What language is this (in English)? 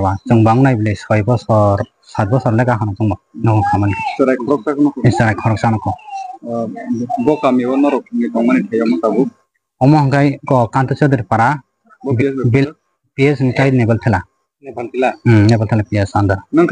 Riang (India)